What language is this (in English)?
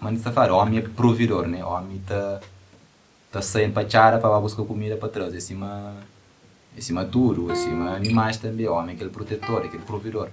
Kabuverdianu